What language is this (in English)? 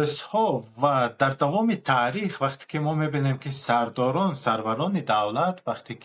Tajik